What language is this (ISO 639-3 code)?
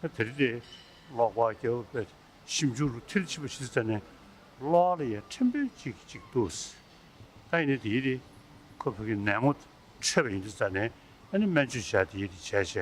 bod